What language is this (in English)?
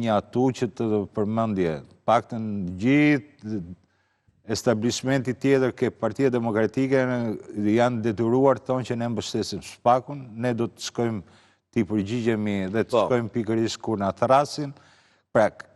Albanian